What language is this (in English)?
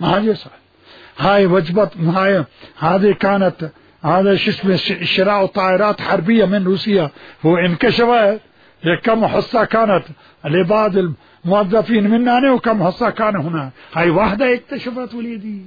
Mesopotamian Arabic